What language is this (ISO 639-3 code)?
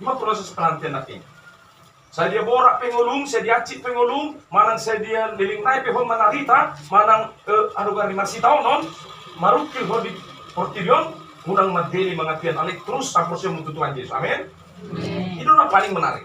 bbc